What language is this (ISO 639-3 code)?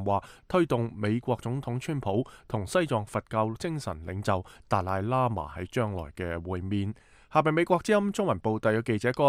yue